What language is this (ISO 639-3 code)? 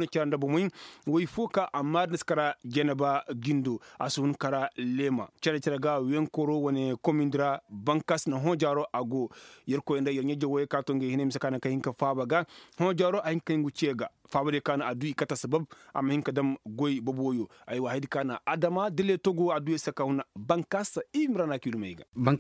ses